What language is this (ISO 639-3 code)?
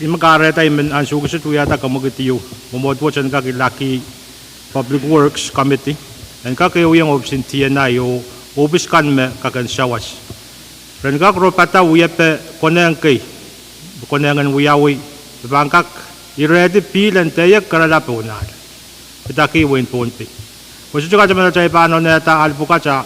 pon